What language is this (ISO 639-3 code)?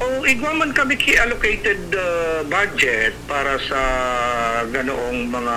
bik